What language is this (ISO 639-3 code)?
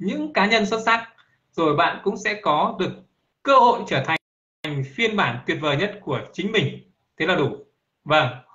vie